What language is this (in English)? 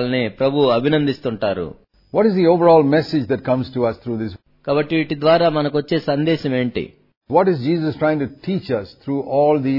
Telugu